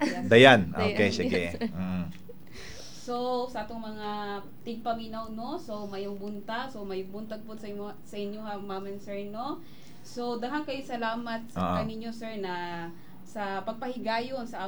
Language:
Cebuano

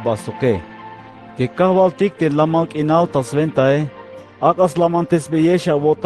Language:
Tzeltal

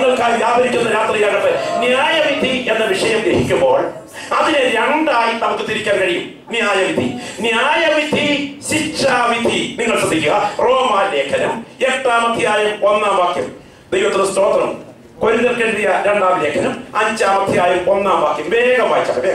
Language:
Malayalam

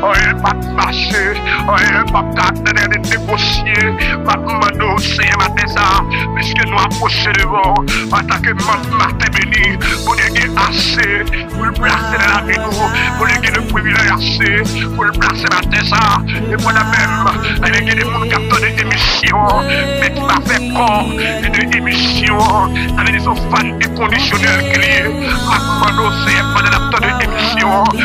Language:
French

